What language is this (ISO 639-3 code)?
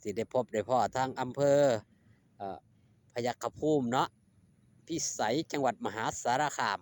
tts